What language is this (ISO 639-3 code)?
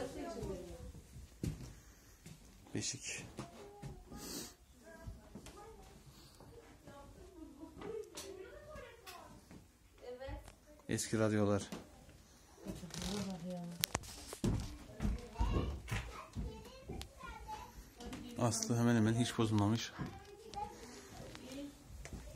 tur